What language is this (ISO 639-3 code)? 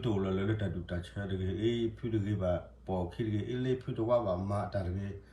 ksw